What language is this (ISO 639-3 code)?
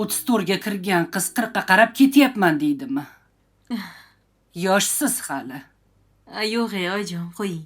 uzb